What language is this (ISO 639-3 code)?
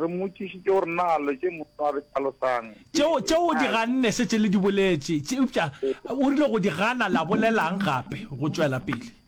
nso